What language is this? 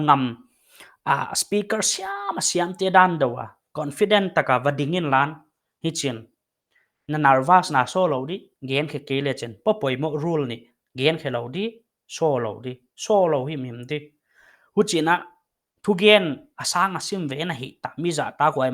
Paite Chin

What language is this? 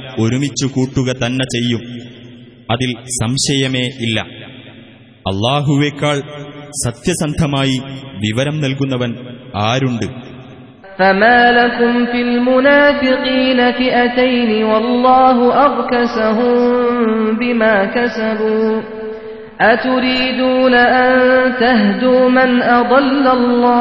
Malayalam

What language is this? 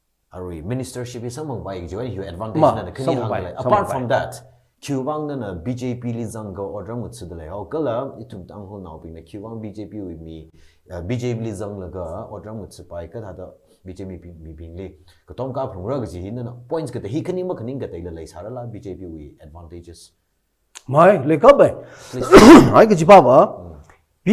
Tangkhul Naga (India)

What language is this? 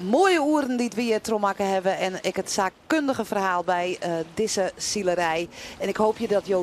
Western Frisian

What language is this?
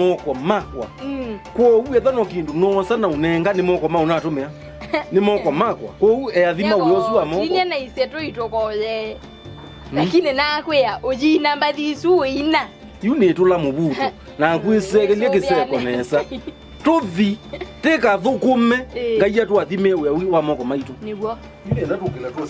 Kamba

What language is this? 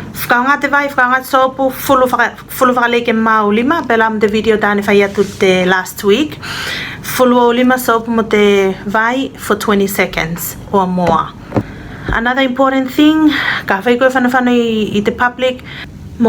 Tuvalu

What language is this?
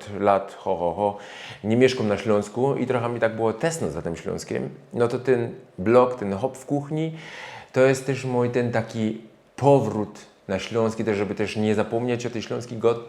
Silesian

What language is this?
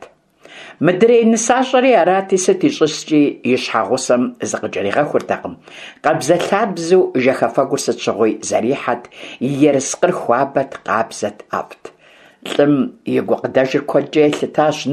Kabardian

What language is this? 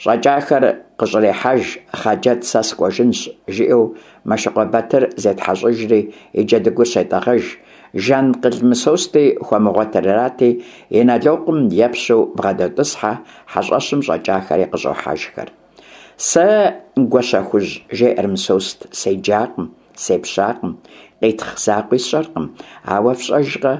Kabardian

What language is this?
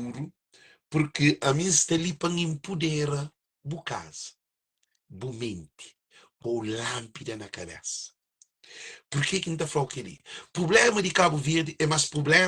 Kabuverdianu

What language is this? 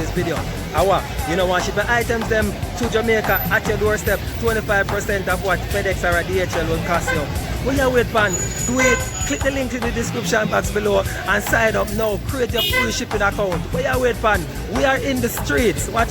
Jamaican Creole English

